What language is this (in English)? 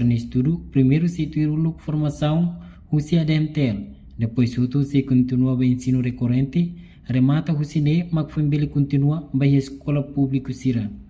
Tetum